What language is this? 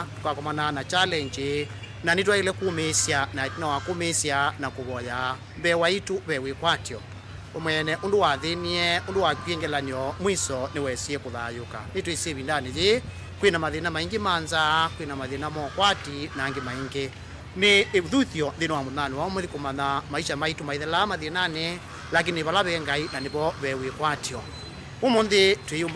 Kamba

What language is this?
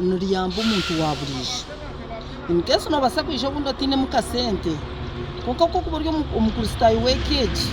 Nyankole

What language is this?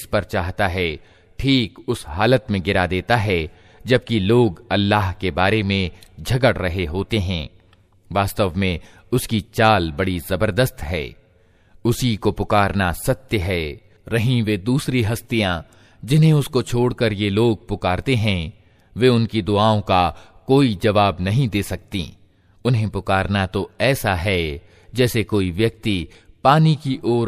Hindi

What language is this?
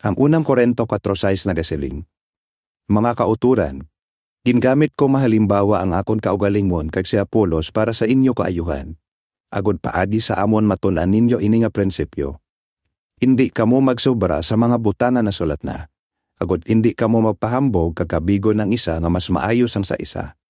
Hiligaynon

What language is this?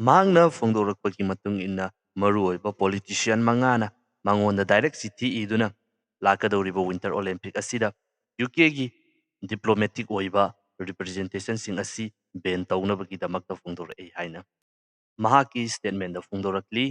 Manipuri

